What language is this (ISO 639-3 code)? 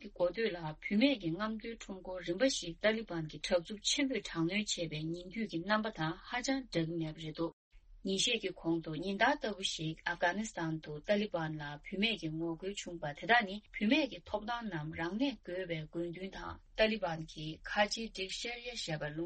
bod